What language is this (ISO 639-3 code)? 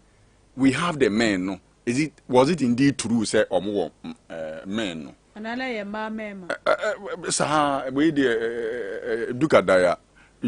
aka